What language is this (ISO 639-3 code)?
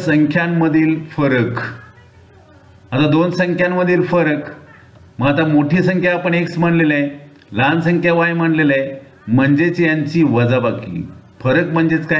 mar